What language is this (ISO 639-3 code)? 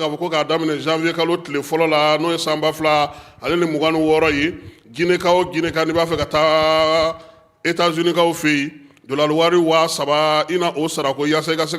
bam